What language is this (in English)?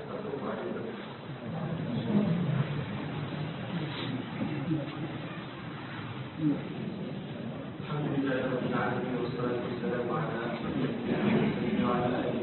Arabic